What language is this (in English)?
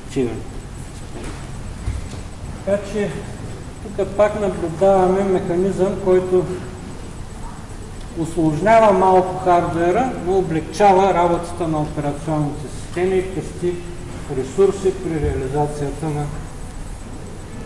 Bulgarian